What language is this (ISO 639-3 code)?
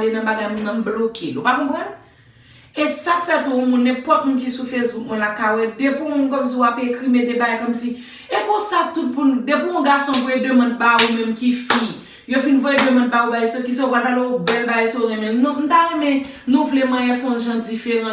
hat